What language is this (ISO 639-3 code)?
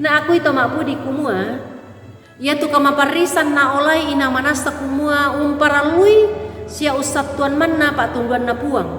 sda